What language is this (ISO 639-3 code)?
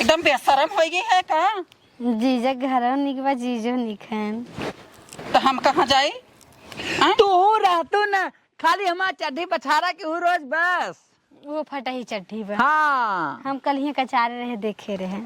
awa